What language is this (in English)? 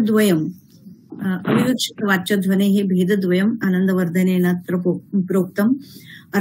Sanskrit